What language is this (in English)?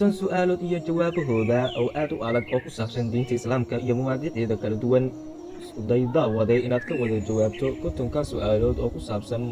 Somali